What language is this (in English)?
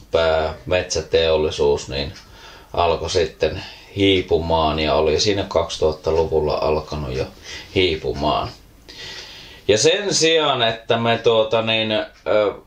Finnish